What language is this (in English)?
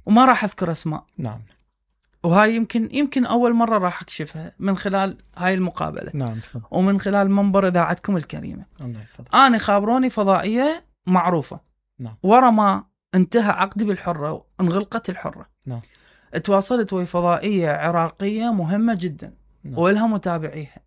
Mesopotamian Arabic